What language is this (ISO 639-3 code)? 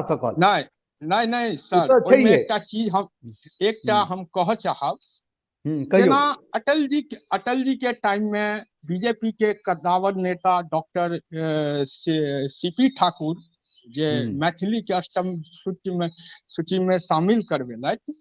mai